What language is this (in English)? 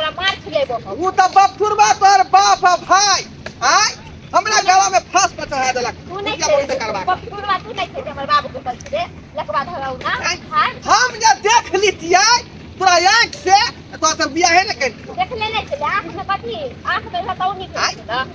Maithili